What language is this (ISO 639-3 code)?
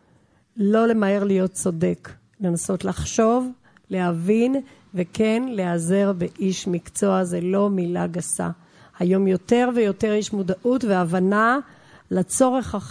heb